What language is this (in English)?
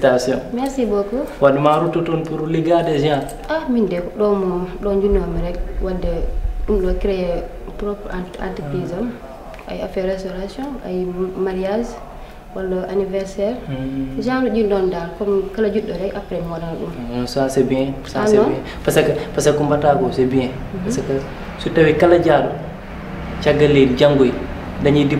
Fula